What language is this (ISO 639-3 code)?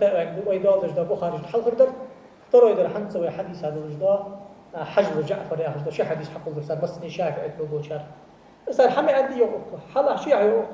inh